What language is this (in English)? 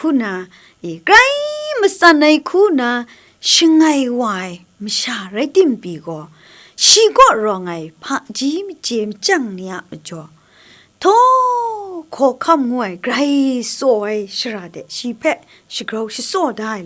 Kachin